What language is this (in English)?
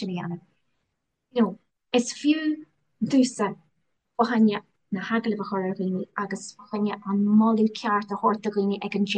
Irish